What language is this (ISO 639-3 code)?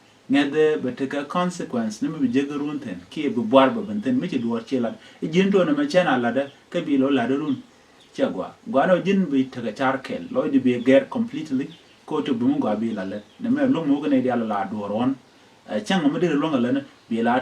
nus